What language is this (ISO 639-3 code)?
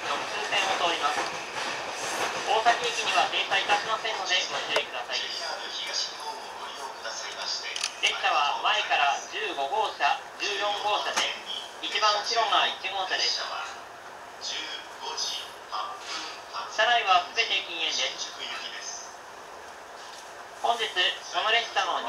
jpn